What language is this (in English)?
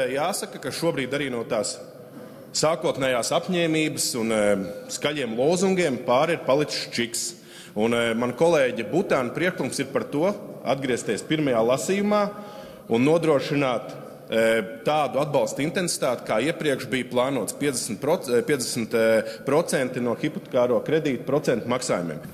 Latvian